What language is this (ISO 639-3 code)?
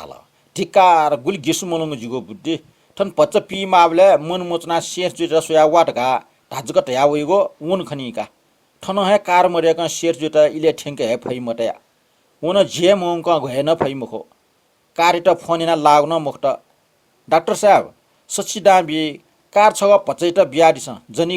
new